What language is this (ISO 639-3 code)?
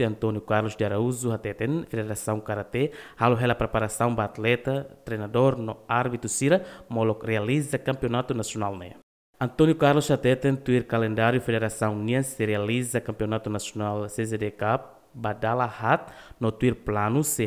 tet